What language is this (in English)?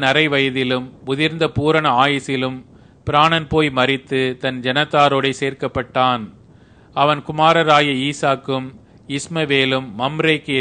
Tamil